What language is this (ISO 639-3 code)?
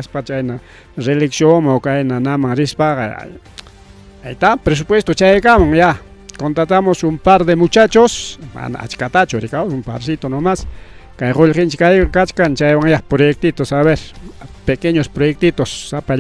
quy